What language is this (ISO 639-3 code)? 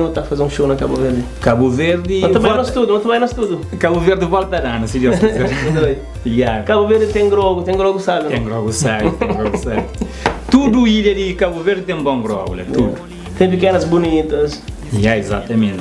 kea